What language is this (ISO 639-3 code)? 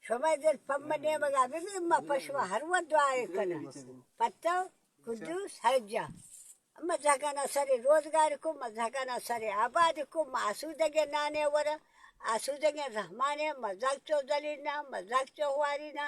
bal